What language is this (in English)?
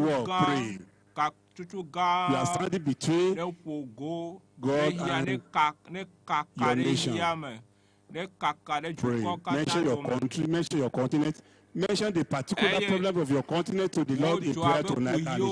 Ewe